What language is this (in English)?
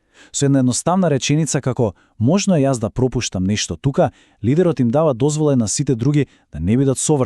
Macedonian